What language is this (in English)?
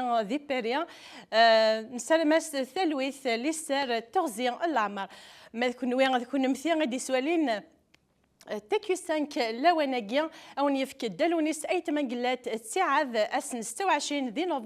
Kabyle